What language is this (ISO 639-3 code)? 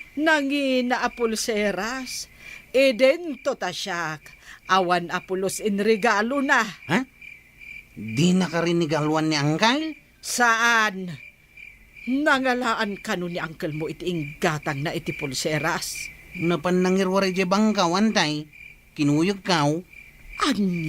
ilo